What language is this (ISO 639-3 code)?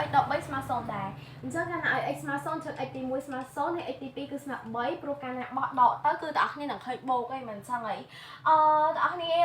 khm